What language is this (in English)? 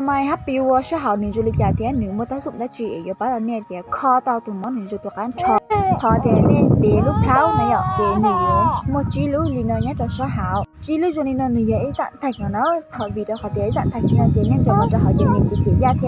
Hmong